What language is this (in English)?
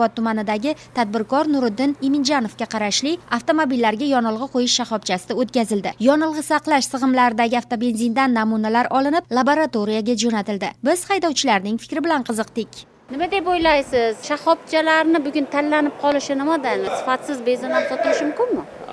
Uzbek